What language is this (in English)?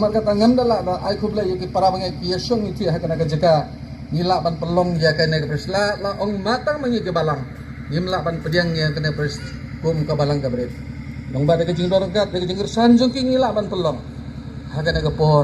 Khasi